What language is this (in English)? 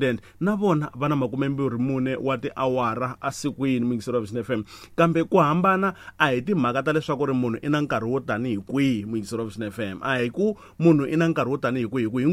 Tsonga